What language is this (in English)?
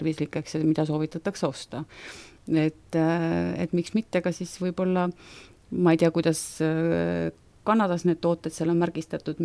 Estonian